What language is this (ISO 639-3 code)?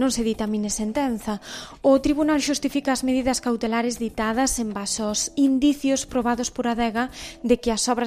glg